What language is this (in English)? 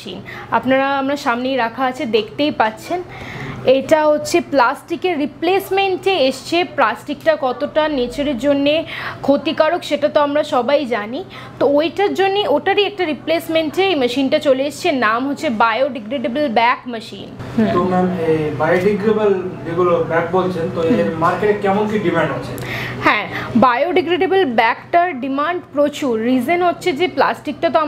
Bangla